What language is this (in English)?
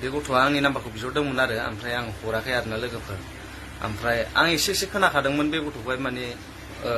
Bodo